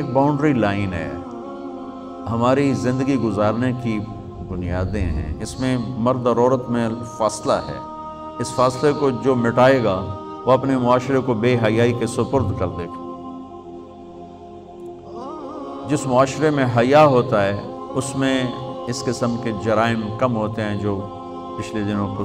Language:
Urdu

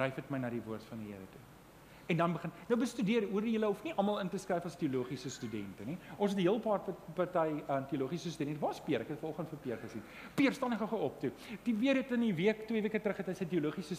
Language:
Afrikaans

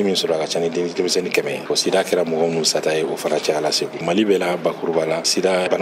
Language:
Bambara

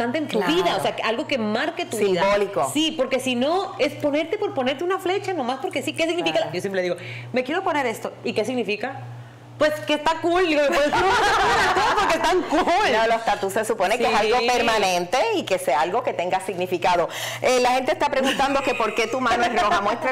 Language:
Spanish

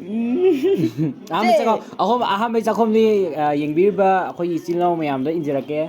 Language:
Manipuri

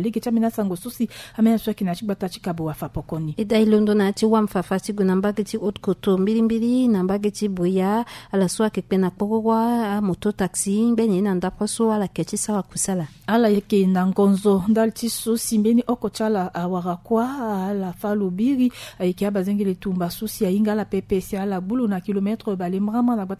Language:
Sango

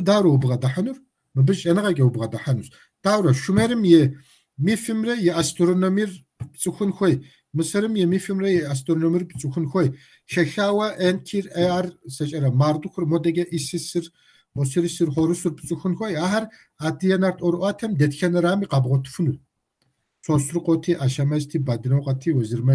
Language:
Kabardian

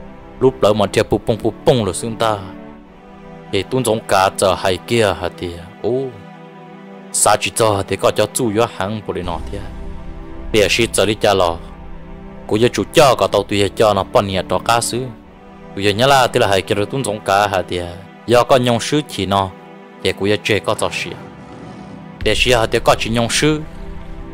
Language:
Vietnamese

